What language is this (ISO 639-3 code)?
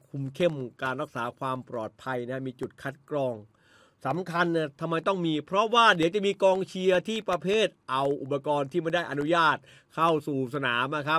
tha